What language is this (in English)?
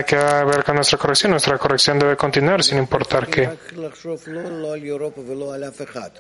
Spanish